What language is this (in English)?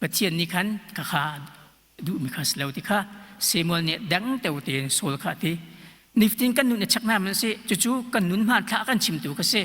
Hakha Chin